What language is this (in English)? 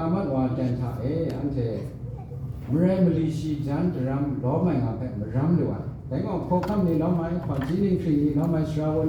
Kachin